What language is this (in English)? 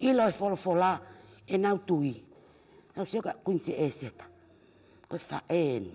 Tongan